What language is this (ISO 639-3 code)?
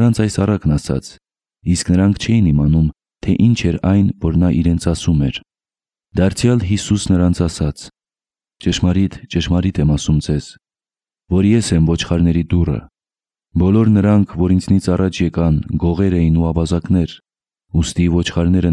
hye